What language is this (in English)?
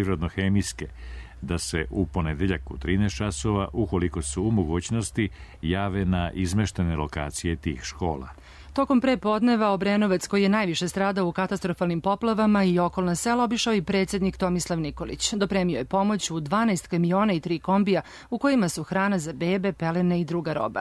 Serbian